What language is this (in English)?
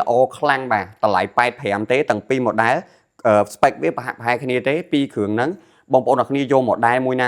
Khmer